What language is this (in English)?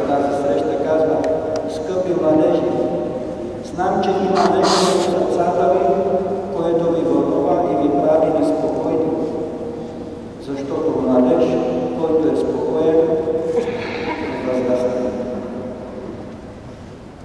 Bulgarian